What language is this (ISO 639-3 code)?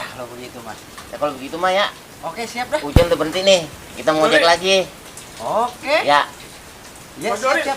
bew